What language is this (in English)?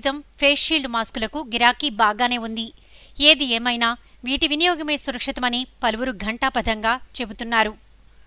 Telugu